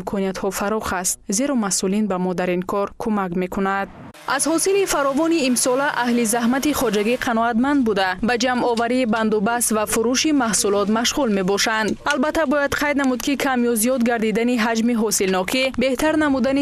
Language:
Tajik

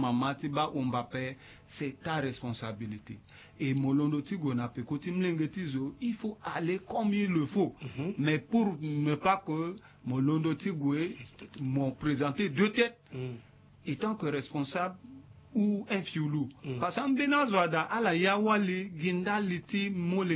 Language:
Sango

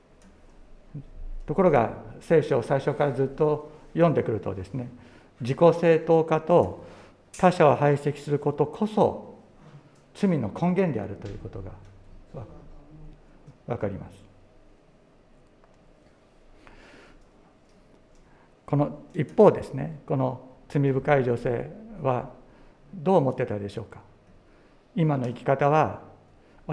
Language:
Japanese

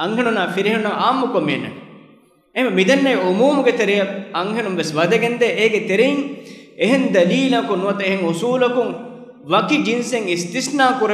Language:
Divehi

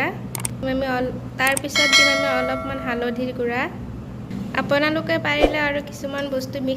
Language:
Assamese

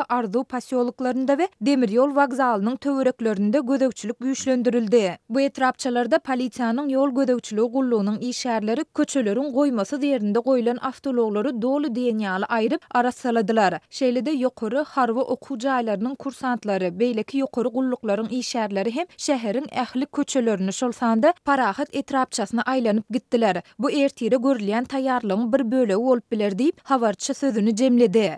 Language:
Turkmen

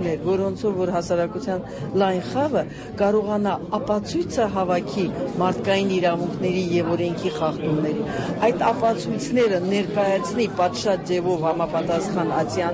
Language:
Armenian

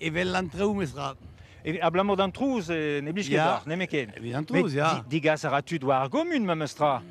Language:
Breton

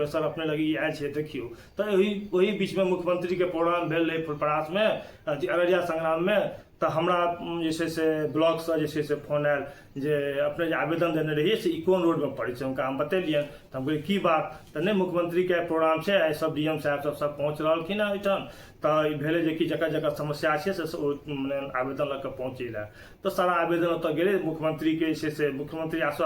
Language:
Maithili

